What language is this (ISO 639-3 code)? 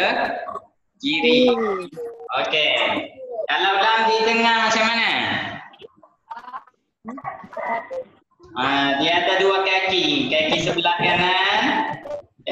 msa